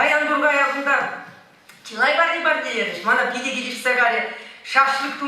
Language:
Chuvash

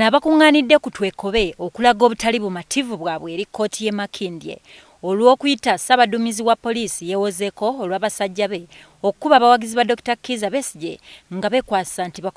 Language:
Ganda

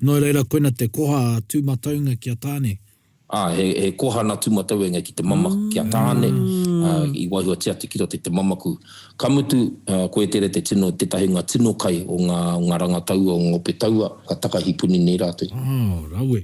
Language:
Māori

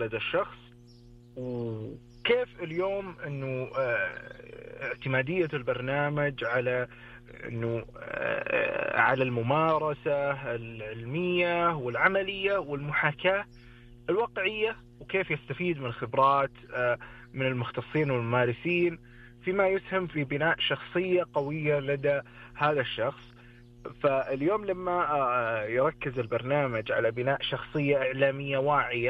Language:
Najdi Arabic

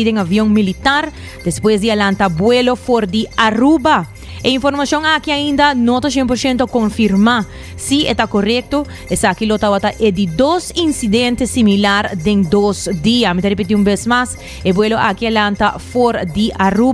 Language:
Papiamento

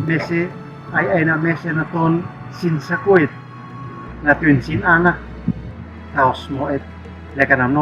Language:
Uab Meto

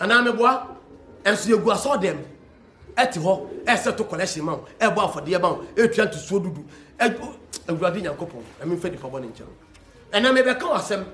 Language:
Akan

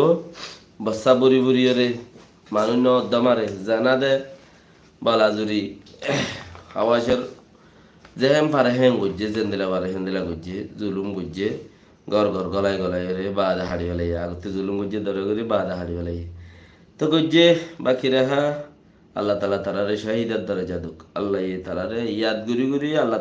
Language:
Rohingya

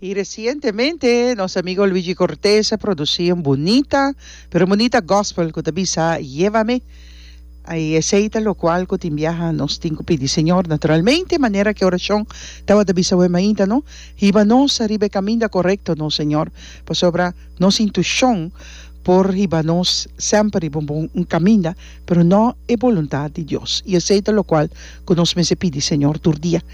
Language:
Papiamento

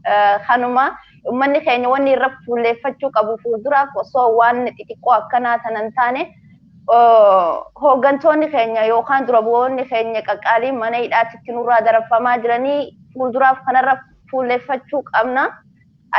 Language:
Oromo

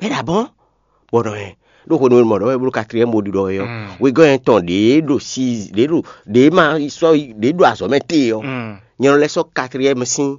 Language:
Fon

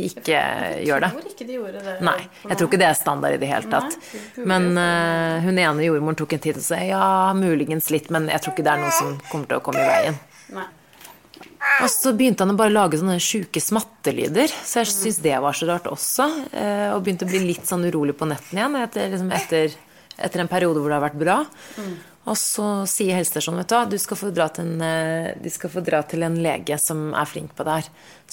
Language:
Norwegian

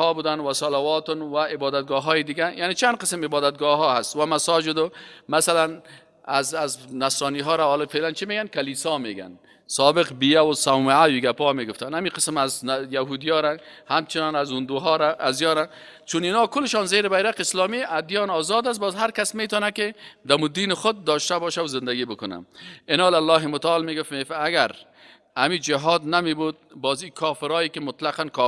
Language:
Persian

